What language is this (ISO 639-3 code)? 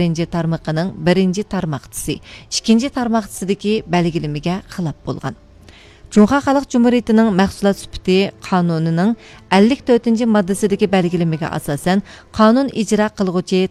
uig